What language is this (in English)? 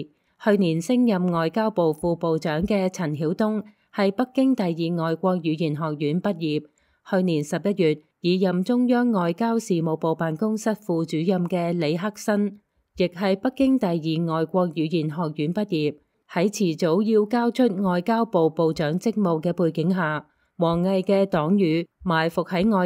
Cantonese